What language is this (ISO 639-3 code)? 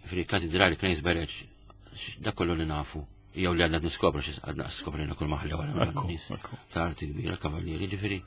mlt